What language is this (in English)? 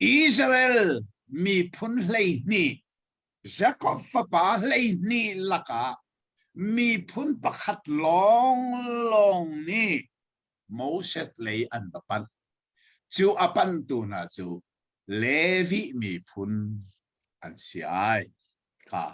Hakha Chin